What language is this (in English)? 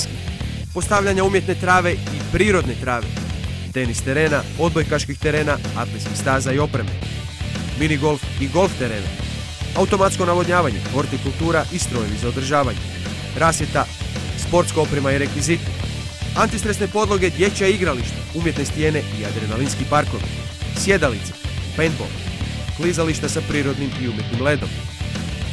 Croatian